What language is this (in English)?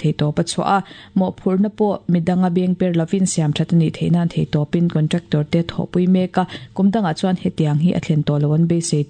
Mizo